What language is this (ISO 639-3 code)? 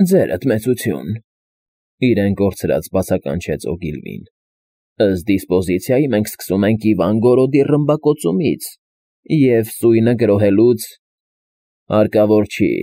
hye